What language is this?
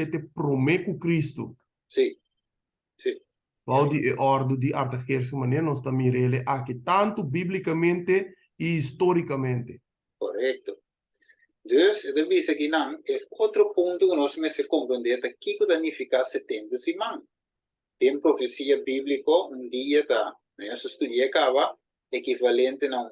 Papiamento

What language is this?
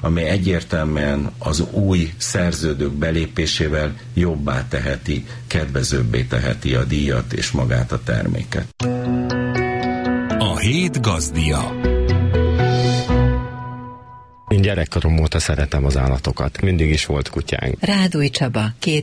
Hungarian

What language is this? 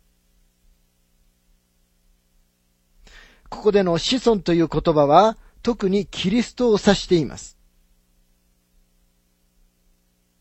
Japanese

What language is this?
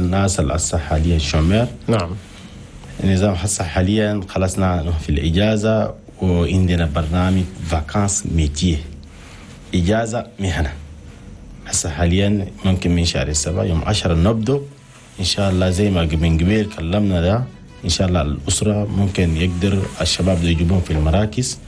Chadian Arabic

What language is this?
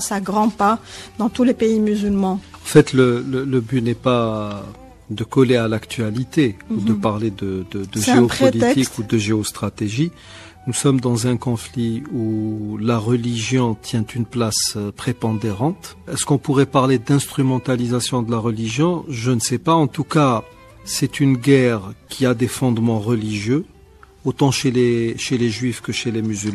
French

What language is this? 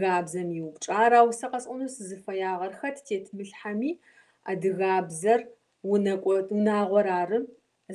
Kabardian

